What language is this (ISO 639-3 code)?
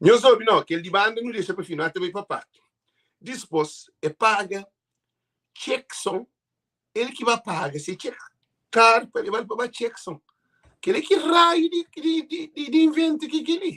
kea